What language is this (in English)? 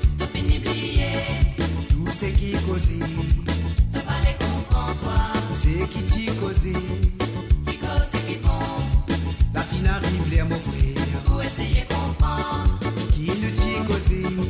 Morisyen